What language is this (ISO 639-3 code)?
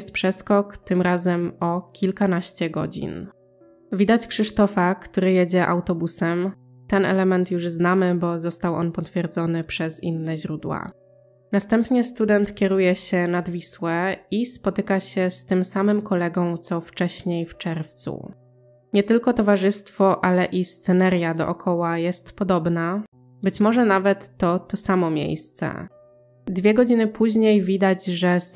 pol